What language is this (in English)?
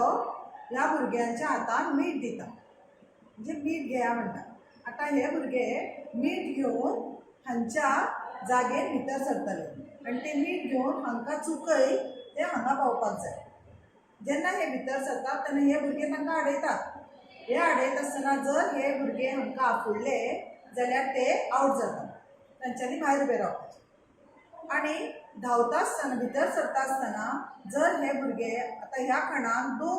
Konkani